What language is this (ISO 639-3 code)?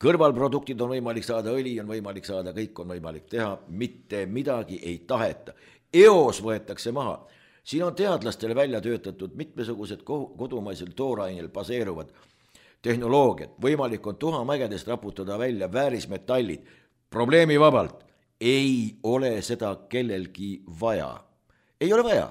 est